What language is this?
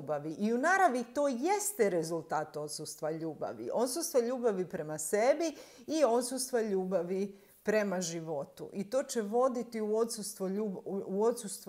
Croatian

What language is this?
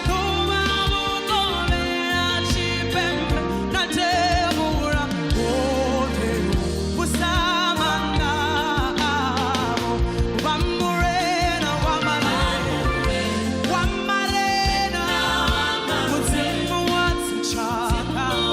Venda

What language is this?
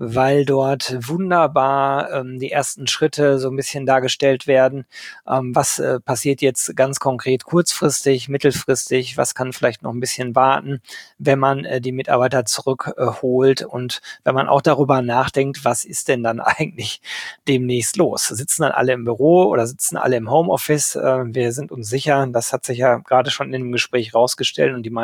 German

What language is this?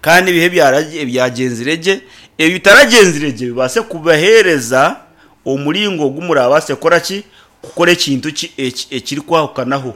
Nyankole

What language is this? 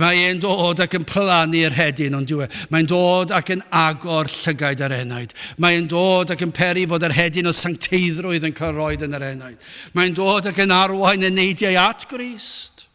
Welsh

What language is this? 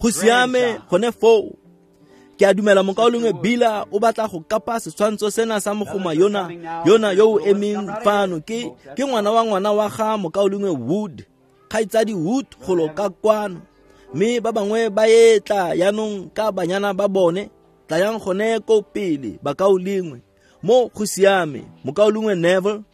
Tswana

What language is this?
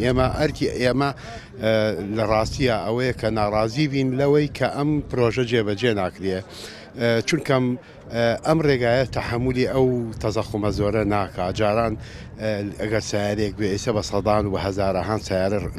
Central Kurdish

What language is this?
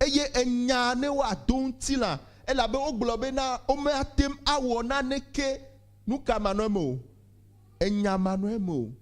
Ewe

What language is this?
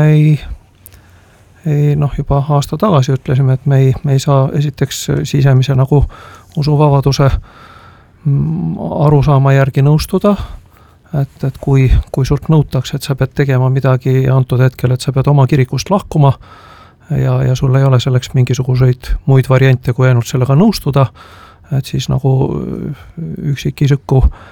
Estonian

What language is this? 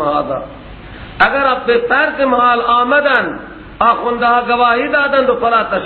Persian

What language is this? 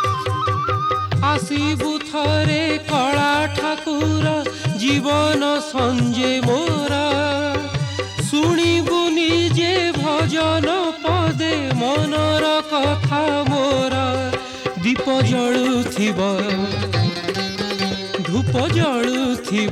Odia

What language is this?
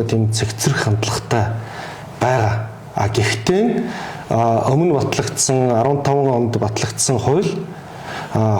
Mongolian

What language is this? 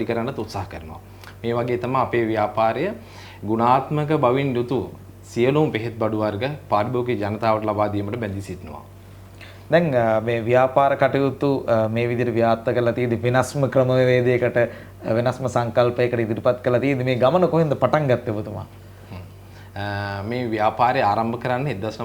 Sinhala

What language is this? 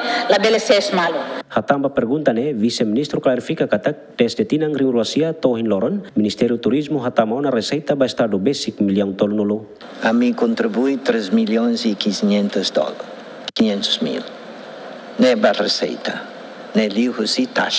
Tetum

